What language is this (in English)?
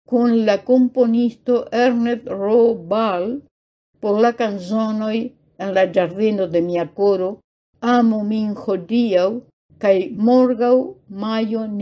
Esperanto